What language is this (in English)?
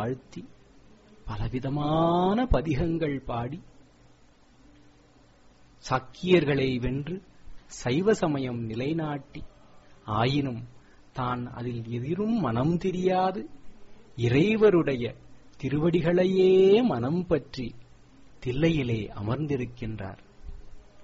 Tamil